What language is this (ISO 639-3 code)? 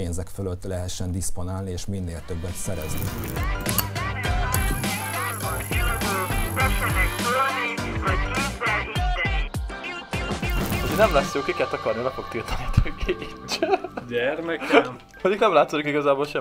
hun